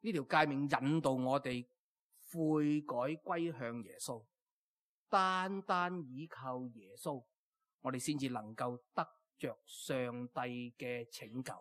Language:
Cantonese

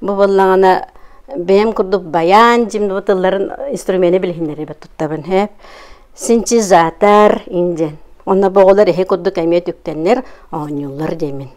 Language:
Yakut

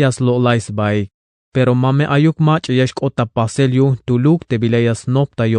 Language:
Tzeltal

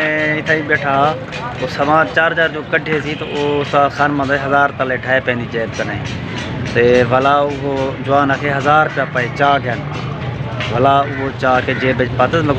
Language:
Saraiki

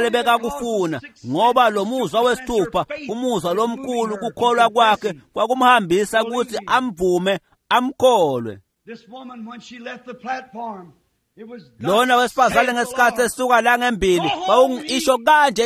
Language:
Swati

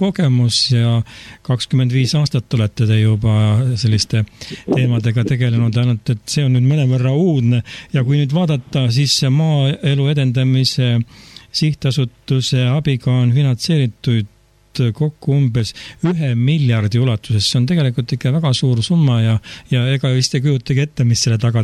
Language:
Estonian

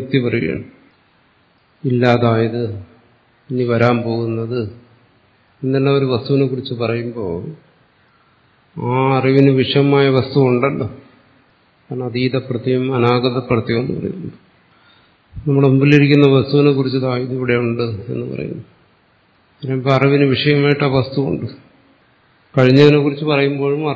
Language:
Malayalam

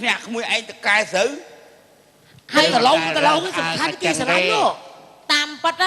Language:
Khmer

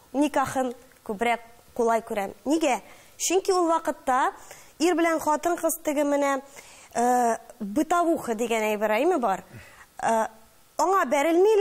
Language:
Tatar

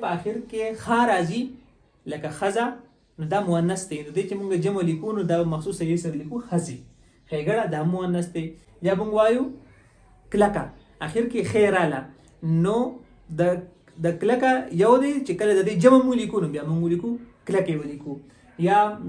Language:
Pashto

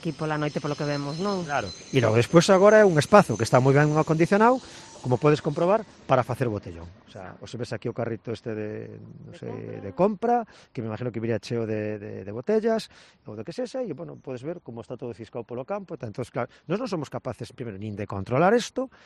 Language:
Galician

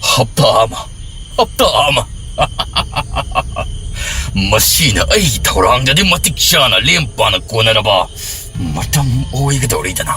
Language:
Manipuri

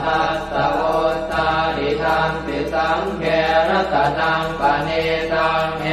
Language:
Pali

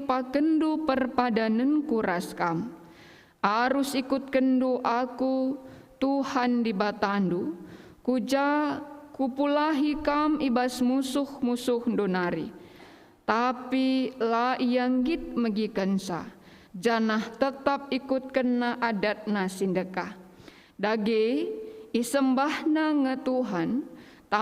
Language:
Batak Karo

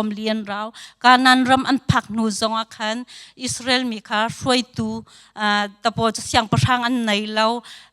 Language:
Hakha Chin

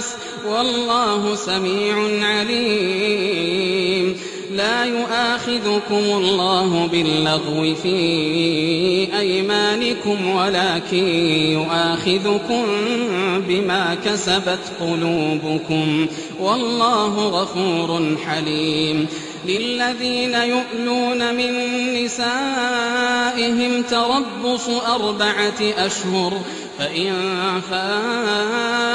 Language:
Arabic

